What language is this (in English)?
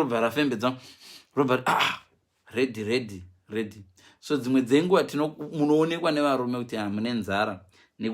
Shona